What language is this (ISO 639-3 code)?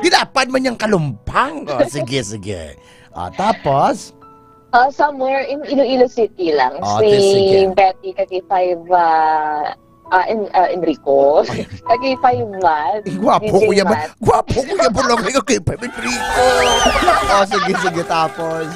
hil